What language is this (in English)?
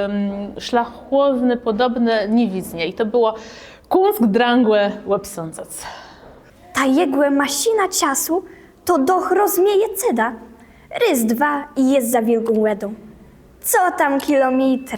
Kashubian